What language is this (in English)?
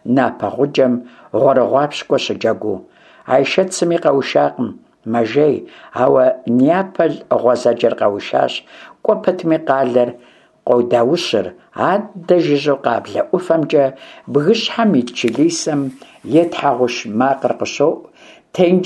Kabardian